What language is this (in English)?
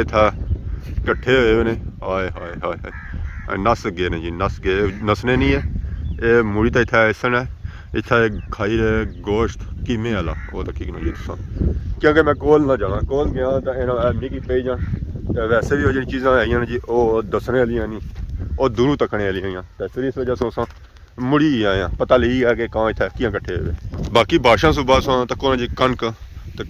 Pahari-Potwari